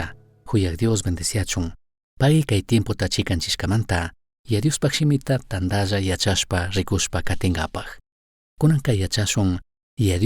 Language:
Chimborazo Highland Quichua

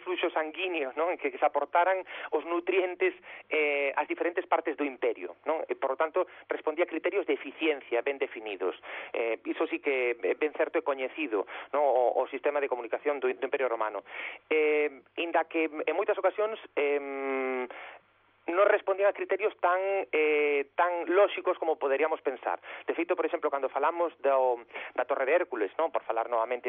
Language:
Galician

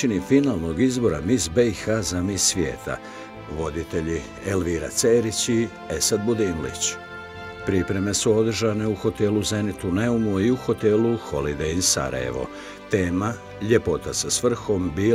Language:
Bosnian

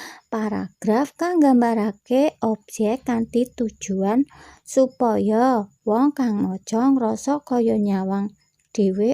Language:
Javanese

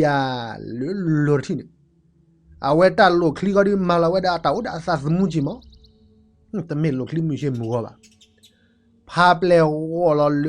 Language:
S'gaw Karen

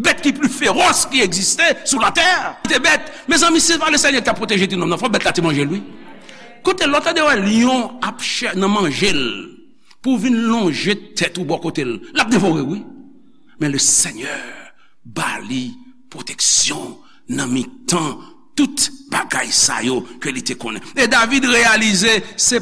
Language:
Haitian Creole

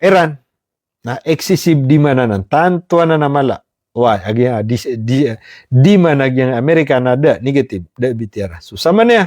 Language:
Maranao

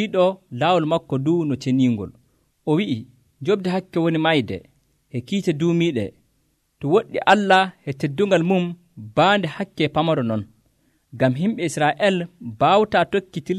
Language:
Nigerian Fulfulde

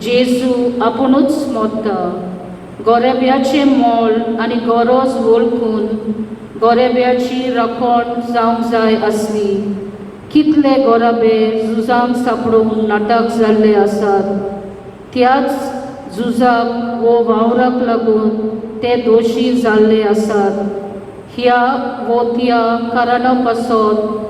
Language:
Konkani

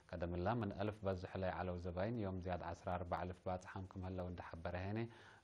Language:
Tigre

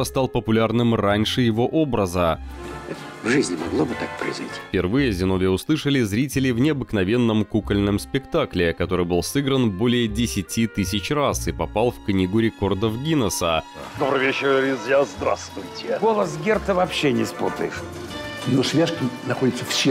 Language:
Russian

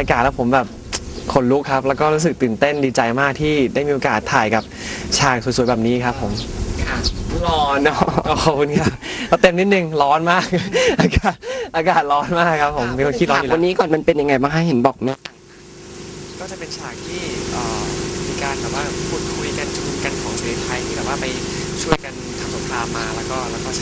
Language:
Thai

